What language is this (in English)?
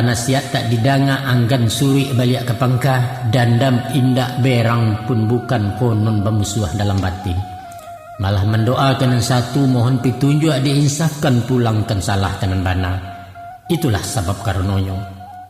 Minangkabau